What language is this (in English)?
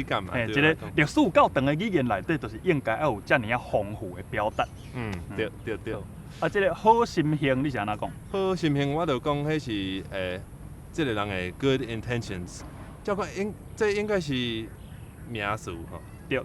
Min Nan Chinese